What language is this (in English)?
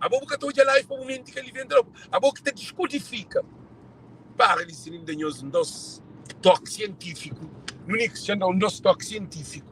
Kabuverdianu